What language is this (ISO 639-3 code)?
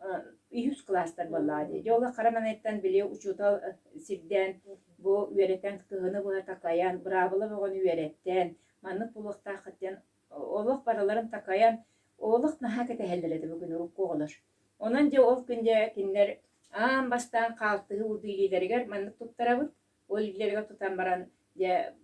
sah